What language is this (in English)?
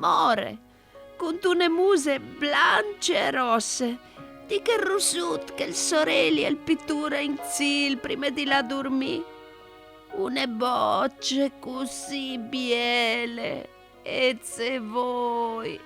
Friulian